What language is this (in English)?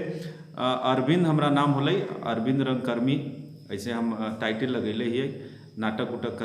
Magahi